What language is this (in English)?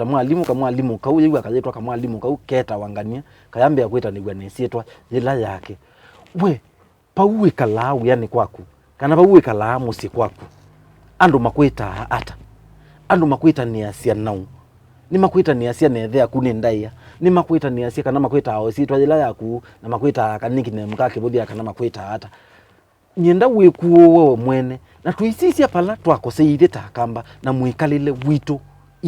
Kamba